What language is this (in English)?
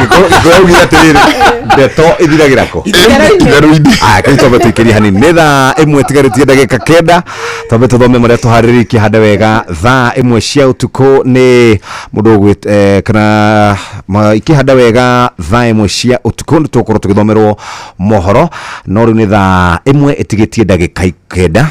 Kikuyu